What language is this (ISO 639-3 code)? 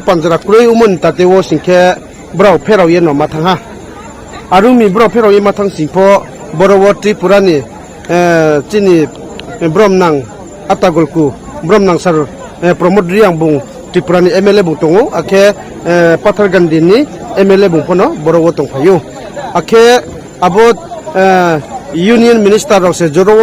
ria